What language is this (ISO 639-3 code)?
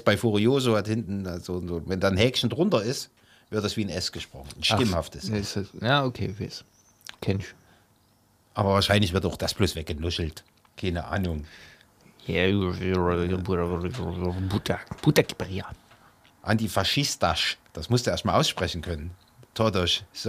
deu